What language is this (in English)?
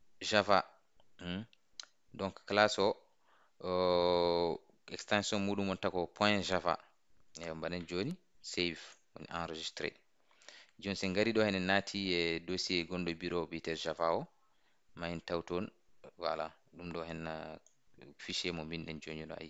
Fula